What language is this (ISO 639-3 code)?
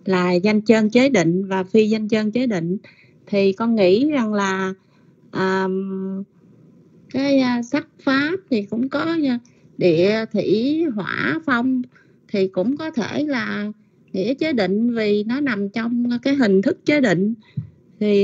vie